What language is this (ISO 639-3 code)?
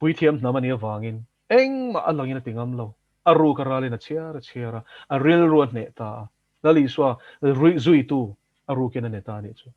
lus